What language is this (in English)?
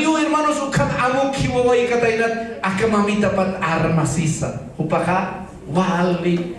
Aymara